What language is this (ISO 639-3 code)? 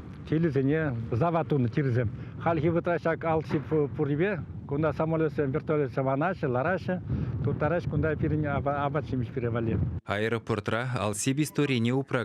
chv